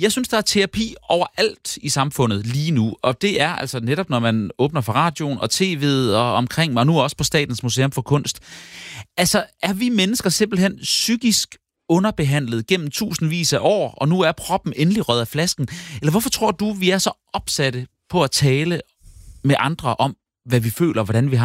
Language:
Danish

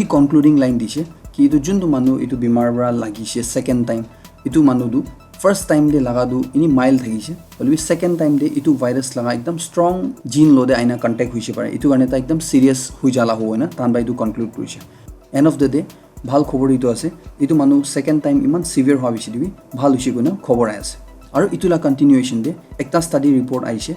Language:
Naga Pidgin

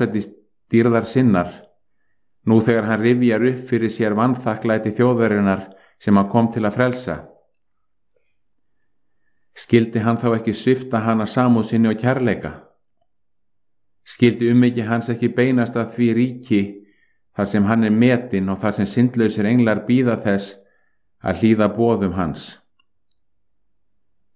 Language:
Icelandic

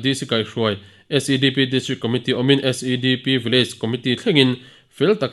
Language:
Mizo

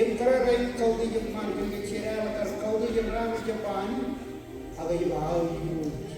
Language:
Marshallese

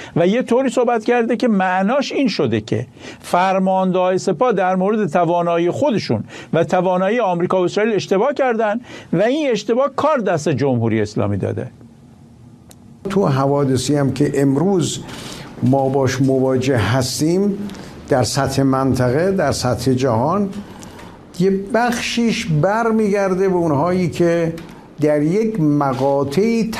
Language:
Persian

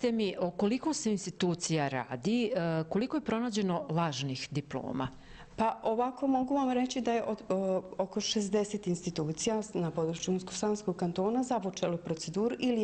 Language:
Bosnian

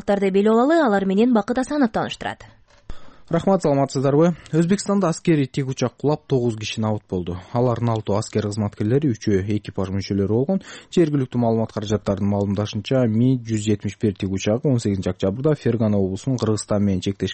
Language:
Kyrgyz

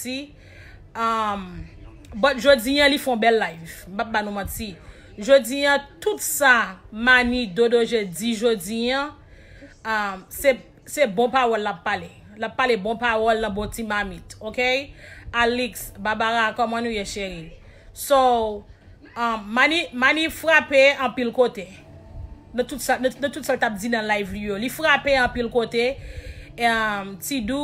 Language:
Haitian Creole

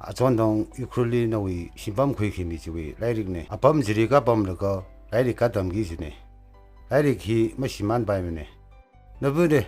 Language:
Tangkhul Naga (India)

